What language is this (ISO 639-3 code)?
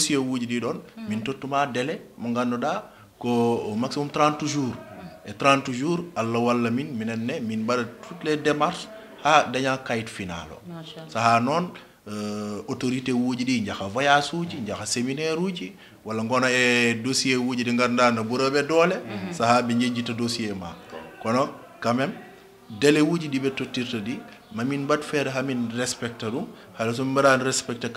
ful